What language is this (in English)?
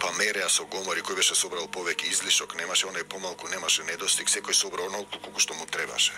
Macedonian